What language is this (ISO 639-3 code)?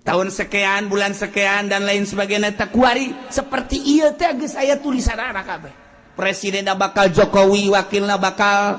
sun